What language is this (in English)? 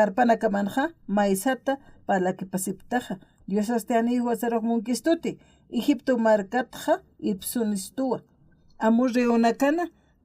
Aymara